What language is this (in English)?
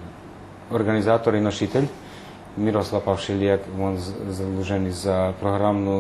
Rusyn